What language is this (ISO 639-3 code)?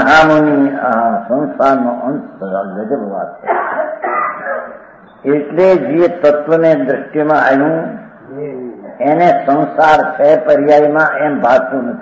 guj